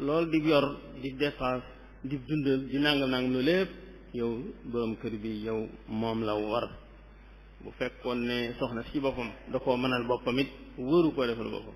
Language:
Wolof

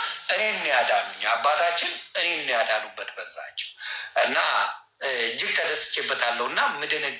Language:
Amharic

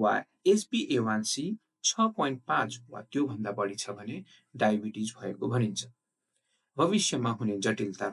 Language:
Nepali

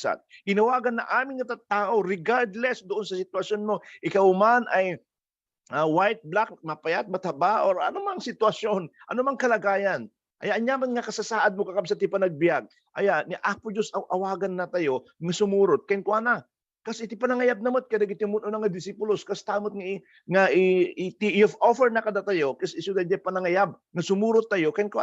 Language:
Iloko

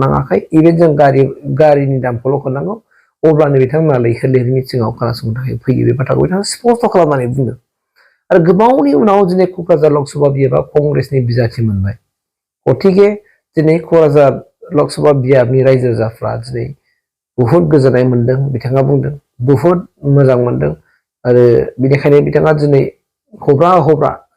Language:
Bodo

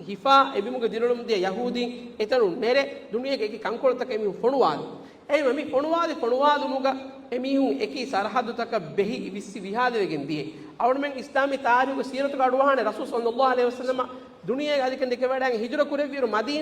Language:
Divehi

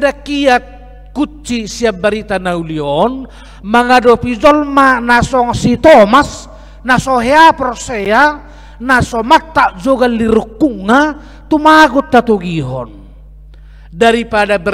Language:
Batak Toba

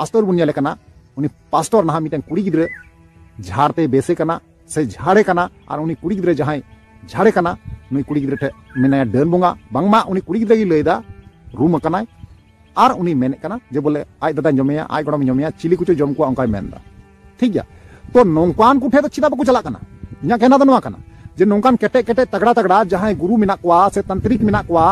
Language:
Santali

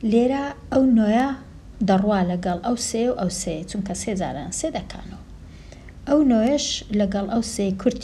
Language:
Central Kurdish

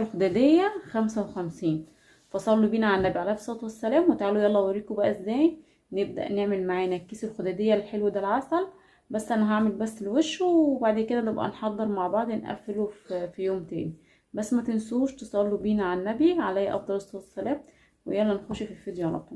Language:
Egyptian Arabic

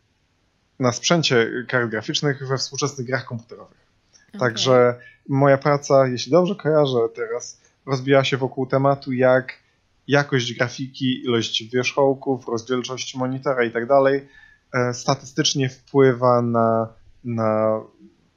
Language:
Polish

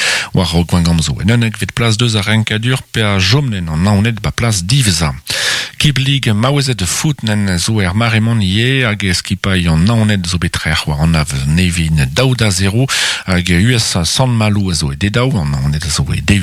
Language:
Breton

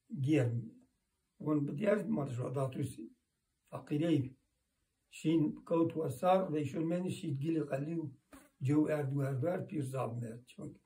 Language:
Zaza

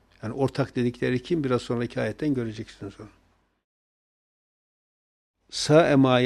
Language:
Turkish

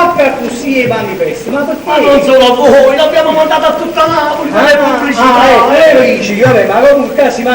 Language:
Neapolitan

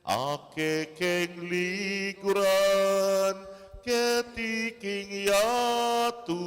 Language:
Pampanga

